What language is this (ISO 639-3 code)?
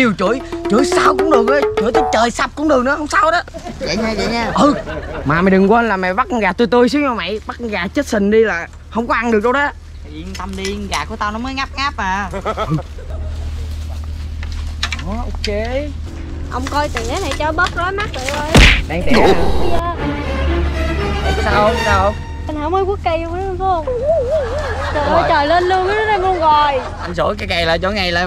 vie